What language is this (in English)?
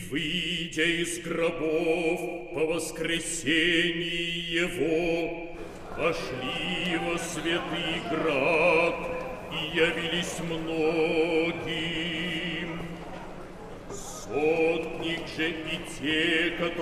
Russian